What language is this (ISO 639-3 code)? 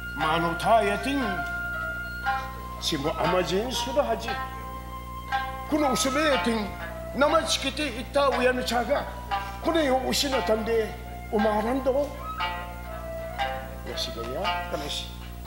jpn